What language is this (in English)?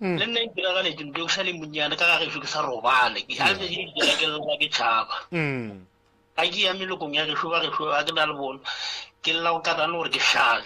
Northern Sotho